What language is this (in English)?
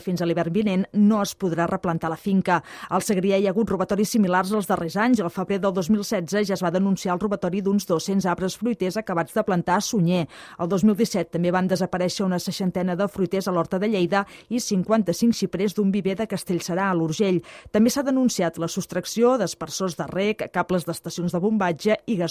Catalan